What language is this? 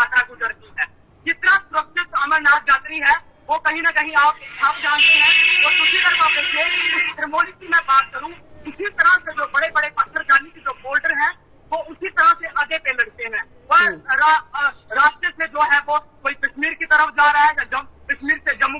Hindi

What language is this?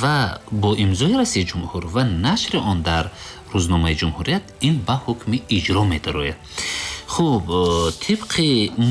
Tajik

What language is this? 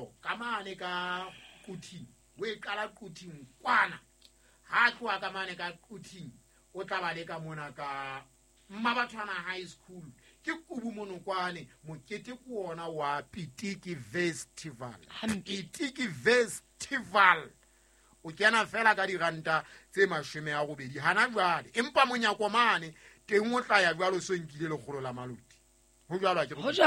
Southern Sotho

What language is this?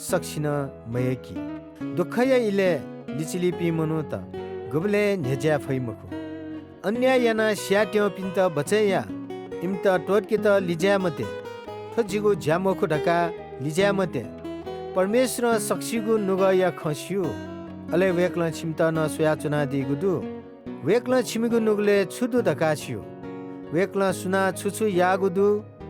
Newari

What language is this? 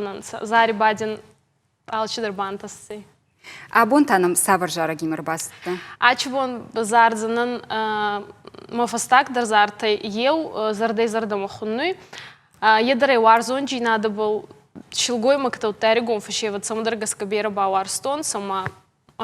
Ossetic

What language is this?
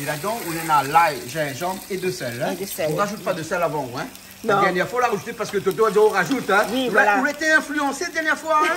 Réunion Creole French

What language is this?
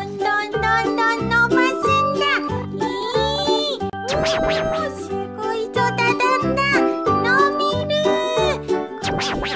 Japanese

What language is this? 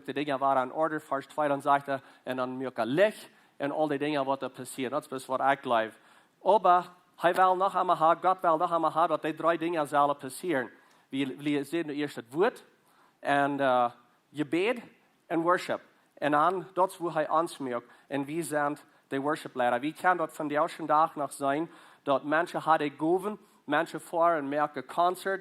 Plautdietsch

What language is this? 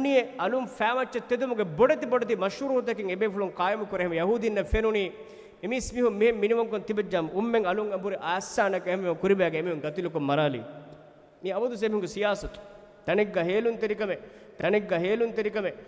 Divehi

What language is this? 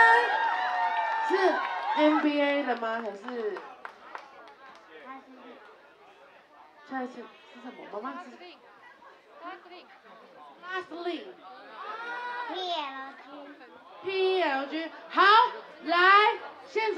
Chinese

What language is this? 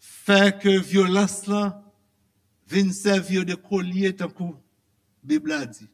Haitian Creole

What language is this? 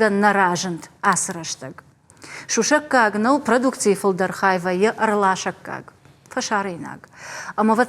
Ossetic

